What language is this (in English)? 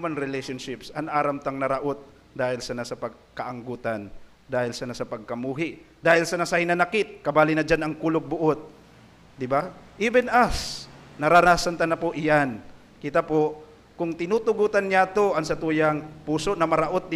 Bikol